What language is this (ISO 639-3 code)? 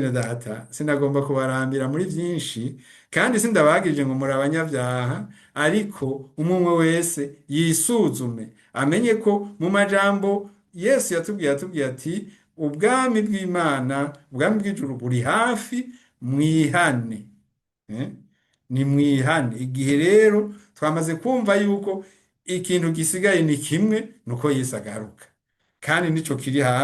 run